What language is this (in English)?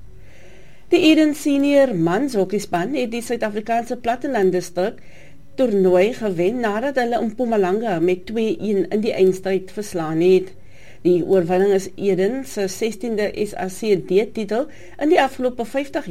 Afrikaans